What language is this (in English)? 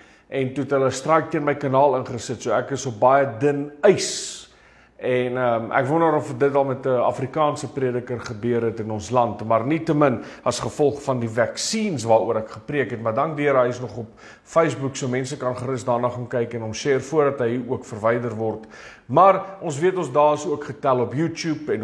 Afrikaans